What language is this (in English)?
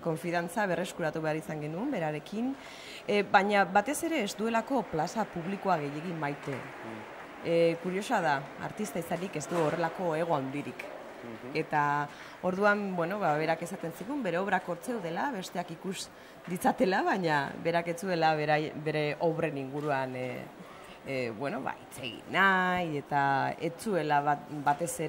Basque